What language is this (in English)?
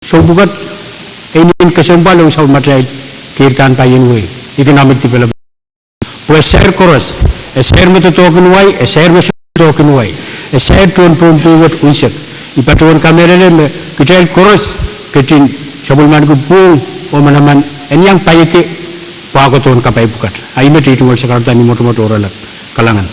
Pohnpeian